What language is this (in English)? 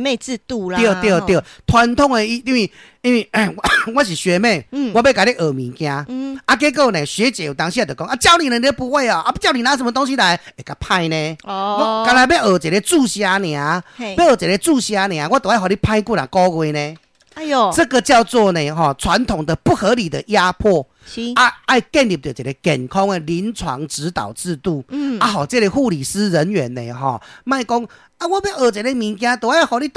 Min Nan Chinese